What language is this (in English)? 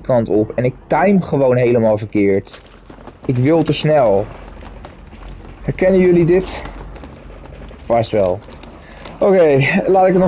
Dutch